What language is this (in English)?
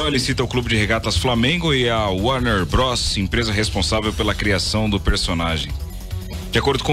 Portuguese